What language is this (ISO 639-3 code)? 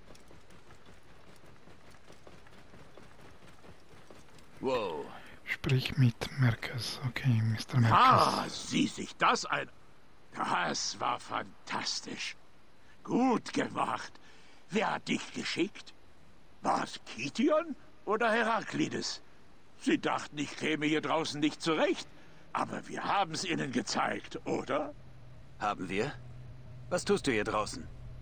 deu